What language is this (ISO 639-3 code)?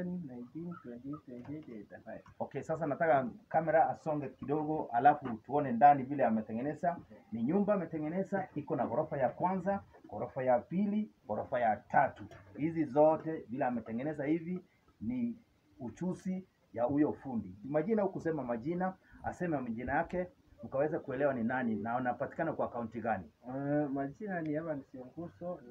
swa